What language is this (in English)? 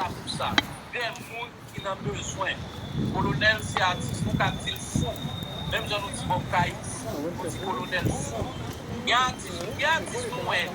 Haitian Creole